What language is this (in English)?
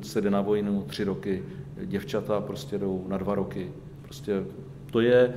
Czech